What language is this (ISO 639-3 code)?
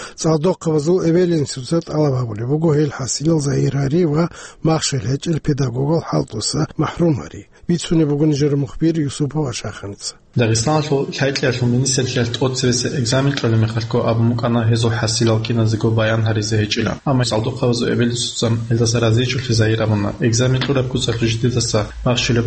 ava